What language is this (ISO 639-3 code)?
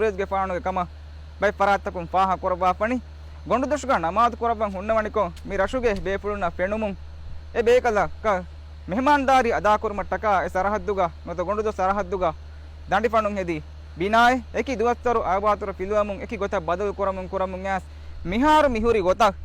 div